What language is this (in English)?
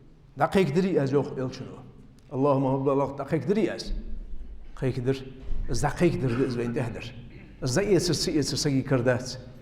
Ingush